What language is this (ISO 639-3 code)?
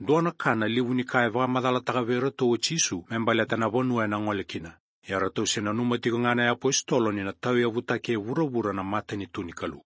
fij